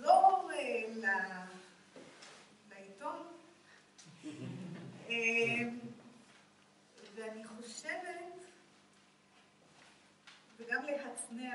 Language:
Hebrew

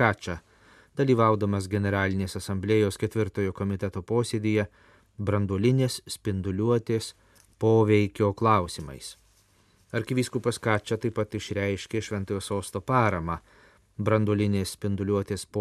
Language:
Lithuanian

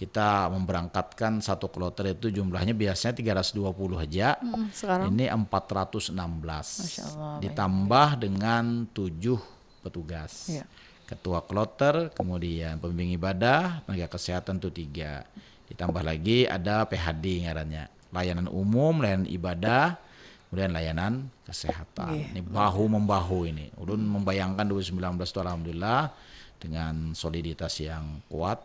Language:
Banjar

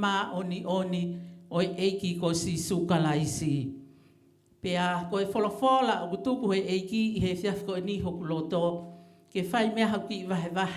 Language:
Tongan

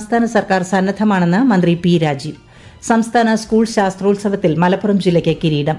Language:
Malayalam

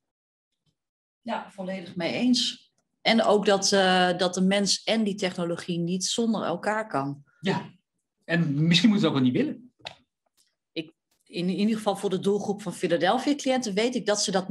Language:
Dutch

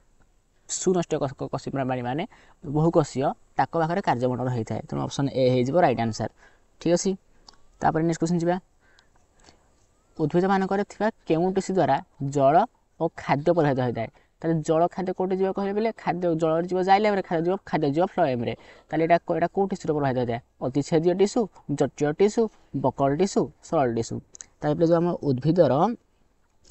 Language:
Odia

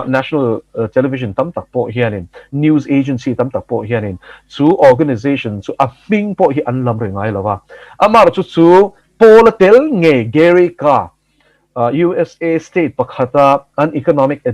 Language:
Mizo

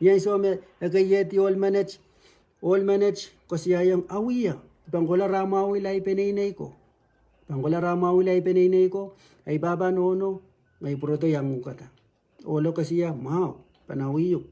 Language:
Pohnpeian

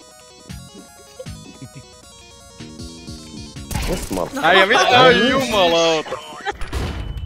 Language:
Finnish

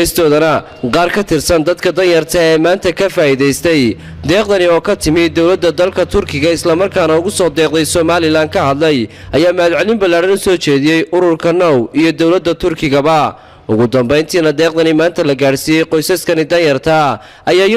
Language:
Somali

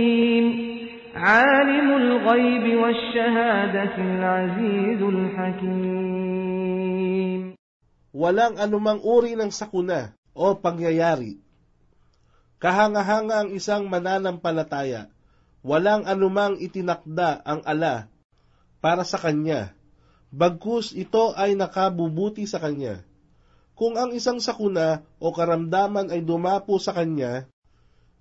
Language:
Filipino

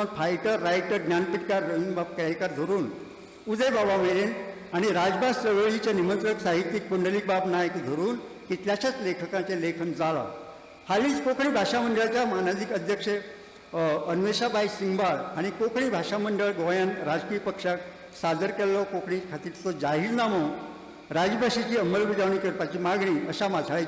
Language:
Konkani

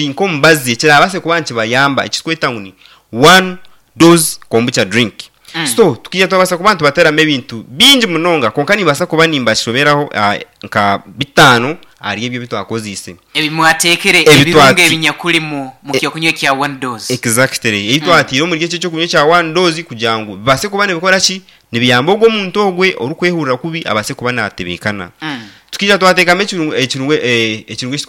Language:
Nyankole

